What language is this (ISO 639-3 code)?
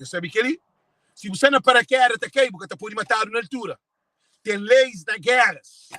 kea